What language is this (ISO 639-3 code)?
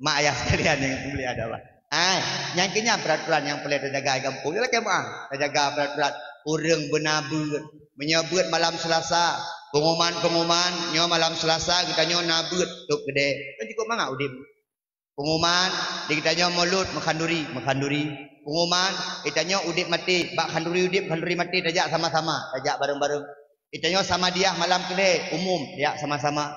ace